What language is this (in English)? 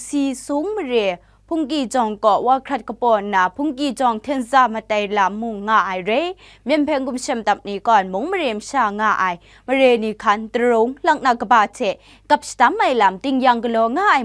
Kachin